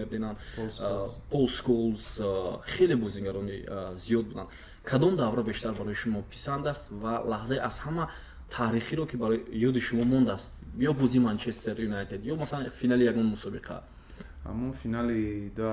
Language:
Tajik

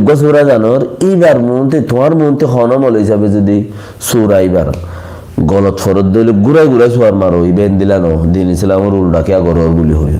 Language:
Rohingya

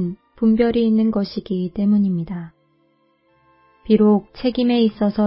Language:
Korean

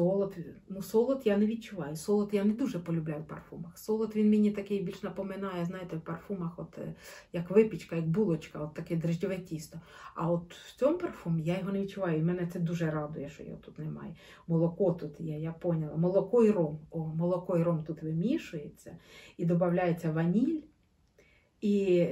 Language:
Ukrainian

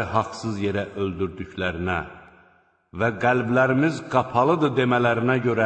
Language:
Azerbaijani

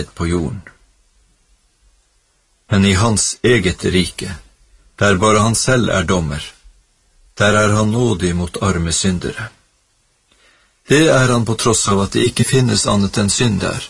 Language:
Norwegian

